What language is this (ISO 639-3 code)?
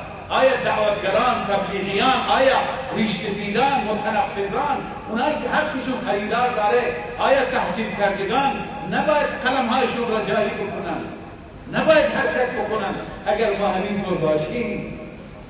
fas